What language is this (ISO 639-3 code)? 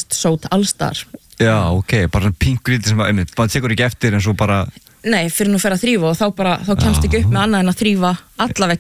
isl